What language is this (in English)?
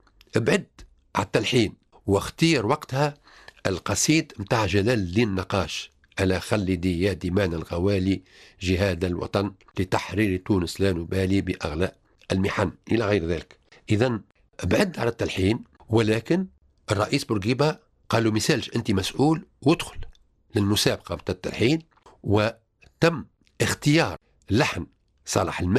Tunisian Arabic